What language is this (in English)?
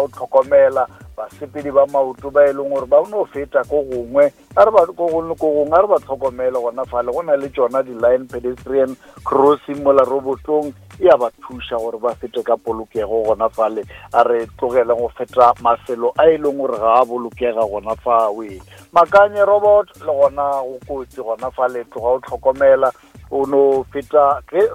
Northern Sotho